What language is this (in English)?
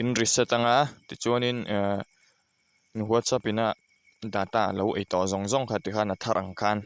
Mizo